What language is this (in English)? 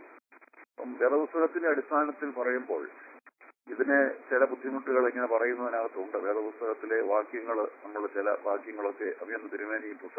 Malayalam